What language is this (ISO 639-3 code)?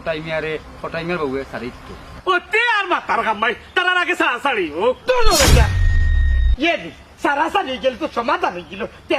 syl